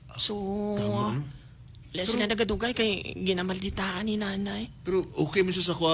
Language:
Hiligaynon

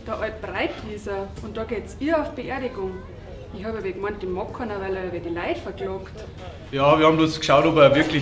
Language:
Bavarian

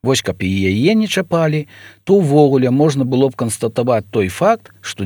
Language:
Belarusian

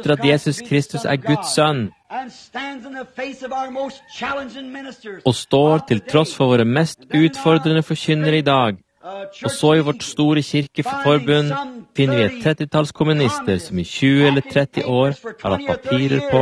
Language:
Norwegian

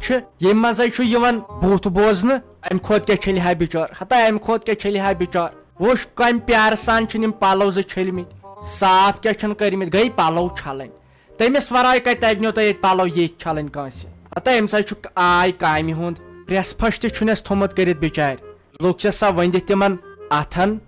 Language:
Kashmiri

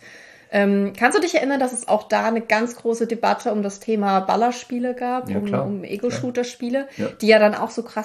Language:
German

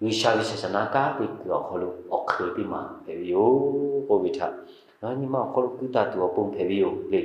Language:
Lahu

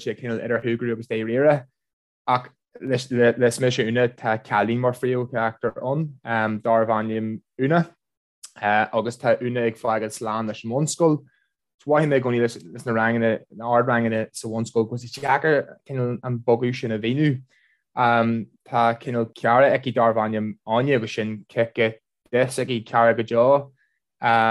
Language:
Irish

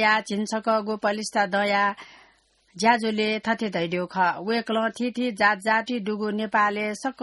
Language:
Newari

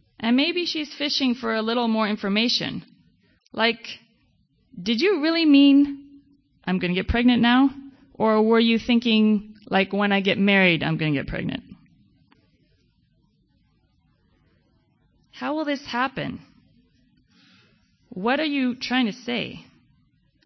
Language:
English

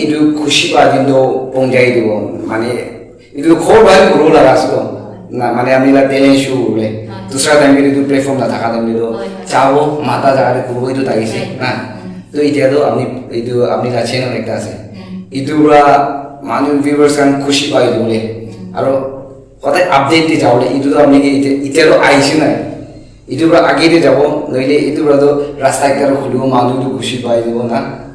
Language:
Naga Pidgin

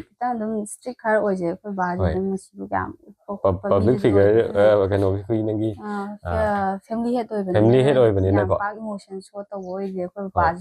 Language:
Manipuri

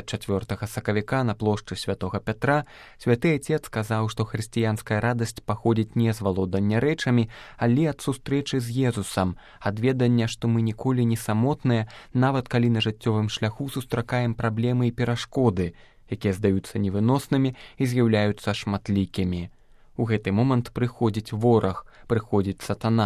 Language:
Belarusian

